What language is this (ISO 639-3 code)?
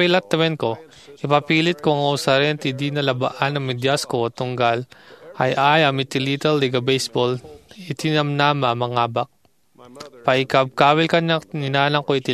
ilo